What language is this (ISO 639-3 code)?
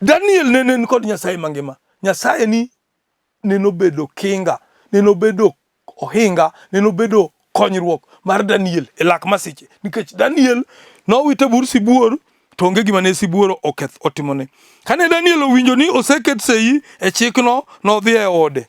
luo